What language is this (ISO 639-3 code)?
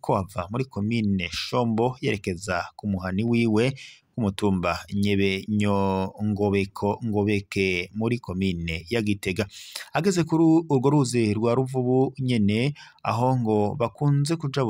run